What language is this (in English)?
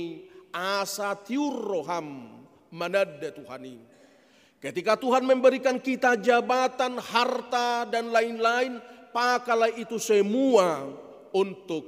Batak Toba